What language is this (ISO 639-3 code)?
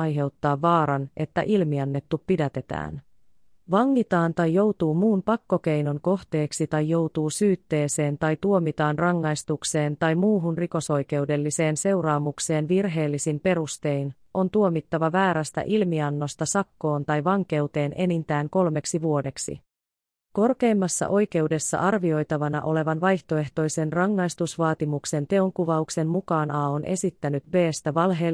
fin